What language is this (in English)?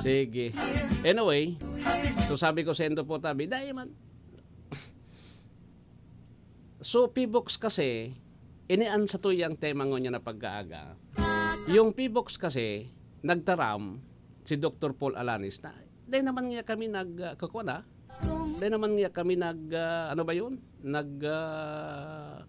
Bikol